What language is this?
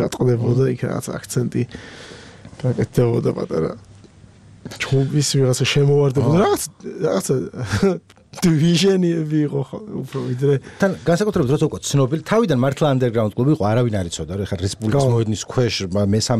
Georgian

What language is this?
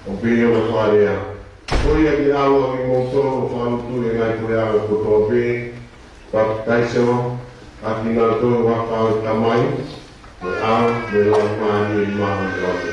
Tongan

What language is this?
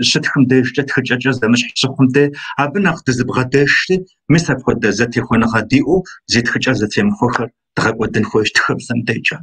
Kabardian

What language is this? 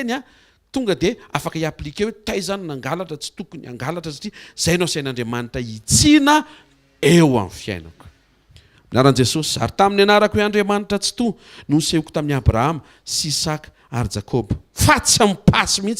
Malagasy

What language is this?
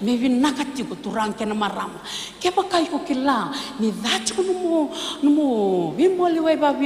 Fijian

